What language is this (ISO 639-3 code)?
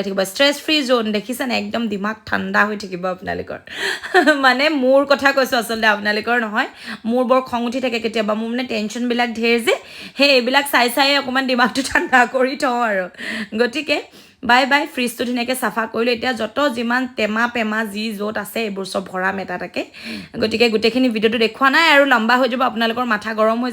asm